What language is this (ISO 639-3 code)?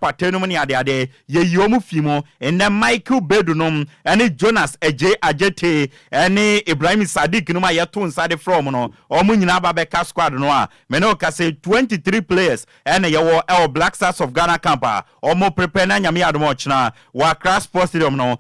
aka